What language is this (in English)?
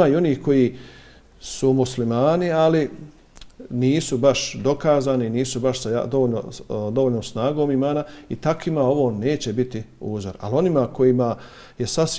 Bosnian